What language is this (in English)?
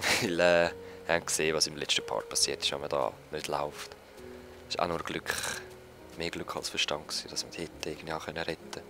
Swiss German